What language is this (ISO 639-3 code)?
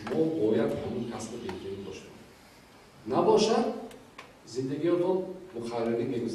tgk